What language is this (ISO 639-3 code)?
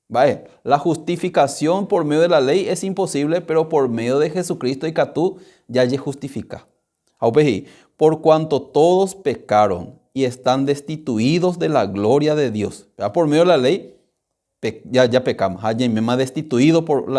grn